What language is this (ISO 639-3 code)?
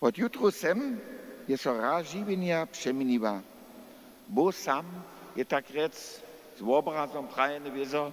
hsb